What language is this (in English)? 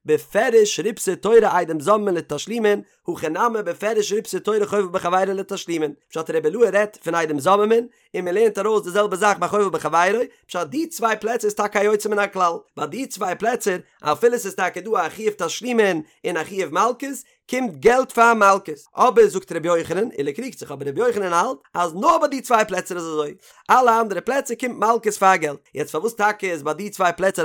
Yiddish